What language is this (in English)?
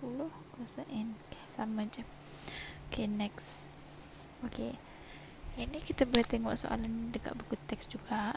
Malay